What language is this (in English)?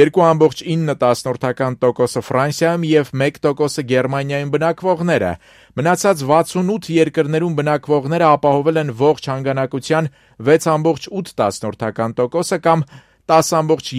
Armenian